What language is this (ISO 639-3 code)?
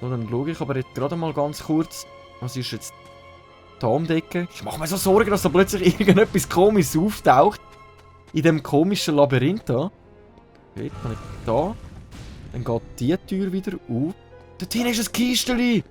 gsw